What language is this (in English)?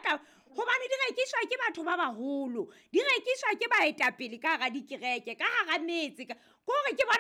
Southern Sotho